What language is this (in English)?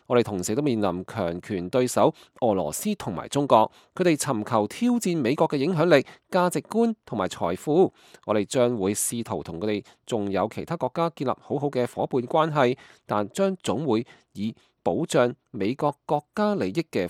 Cantonese